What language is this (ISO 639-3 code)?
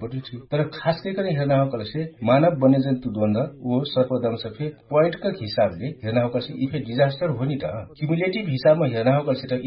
thl